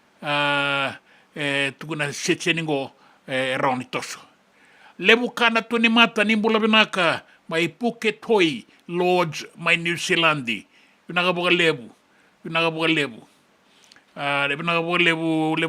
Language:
Fijian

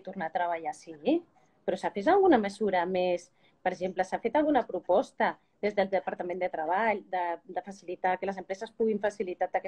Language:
Catalan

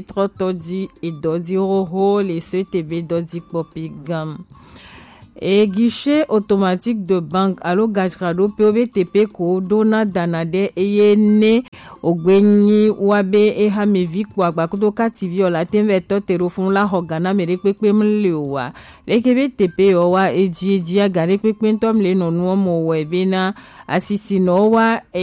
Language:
Gen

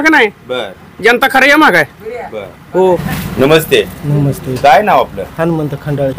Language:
Marathi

